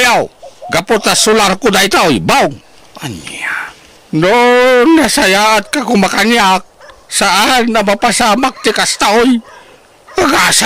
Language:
Iloko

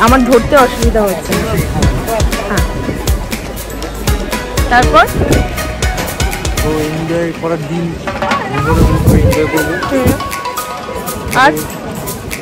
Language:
Bangla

